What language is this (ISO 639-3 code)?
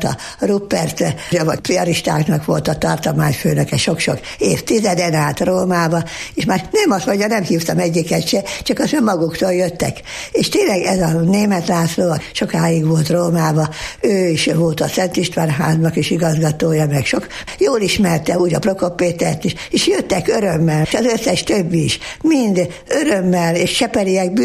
hun